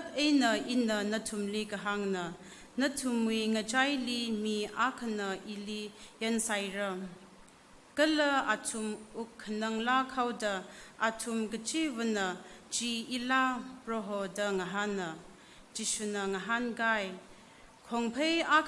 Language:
Tangkhul Naga (India)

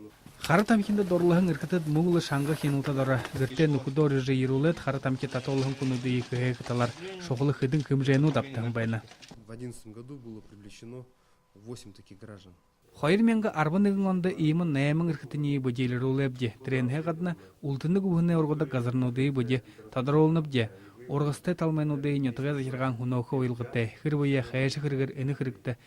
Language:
Buriat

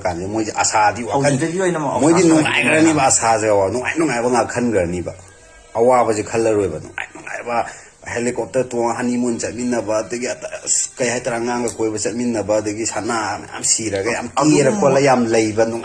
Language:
Manipuri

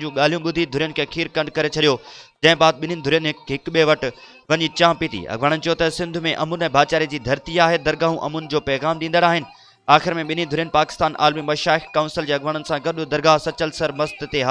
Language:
Sindhi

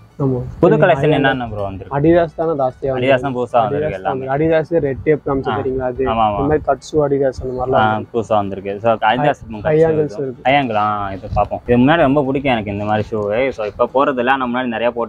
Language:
Tamil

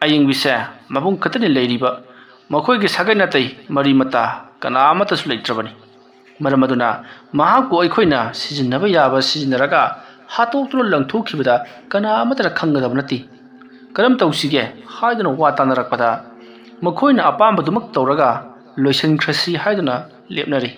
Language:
Manipuri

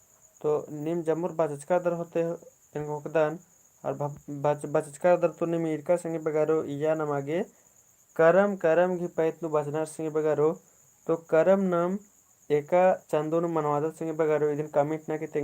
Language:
Kurukh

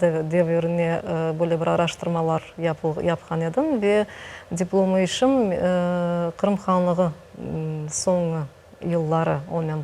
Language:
Crimean Tatar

